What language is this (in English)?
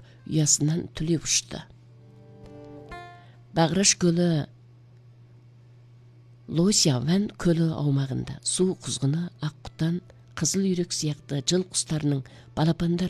Kazakh